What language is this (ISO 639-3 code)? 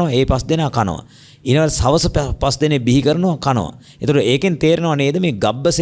sin